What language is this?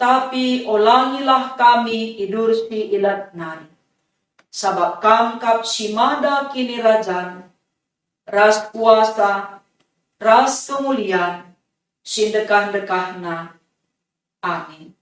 Batak Karo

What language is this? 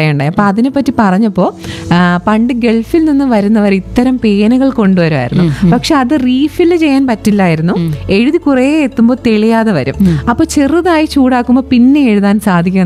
Malayalam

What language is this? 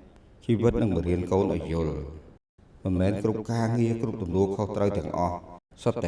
Khmer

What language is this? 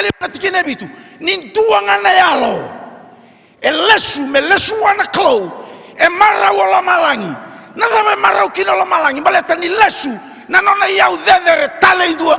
Fijian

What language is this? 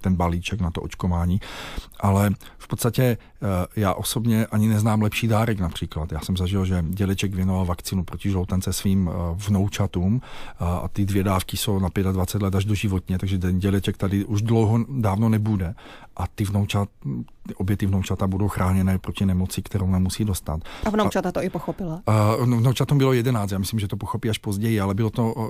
Czech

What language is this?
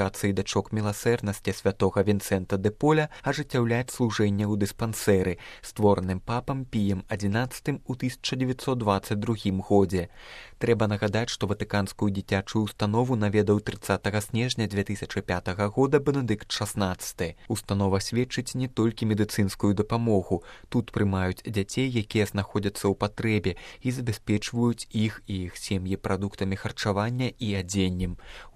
Belarusian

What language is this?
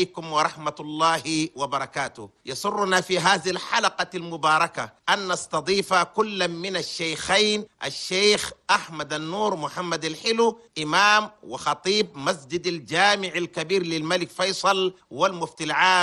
Chadian Arabic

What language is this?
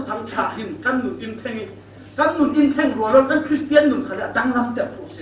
Falam Chin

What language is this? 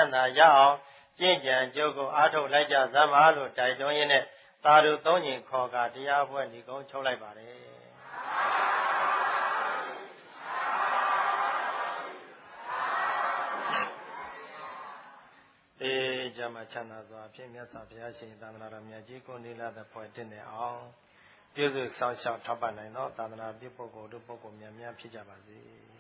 Burmese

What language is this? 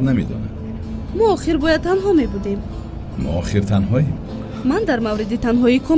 Tajik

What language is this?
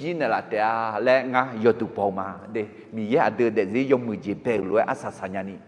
Akha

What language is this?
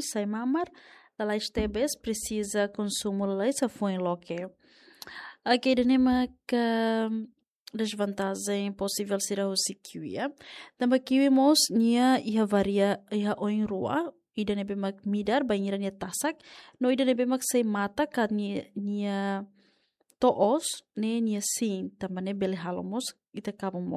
Tetum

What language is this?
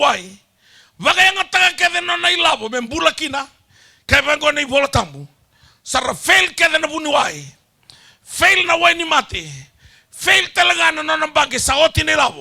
Fijian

